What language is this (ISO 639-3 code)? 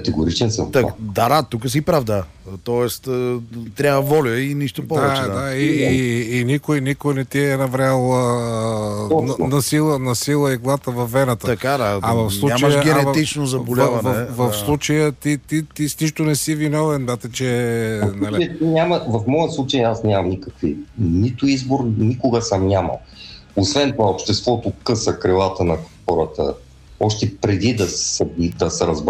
bul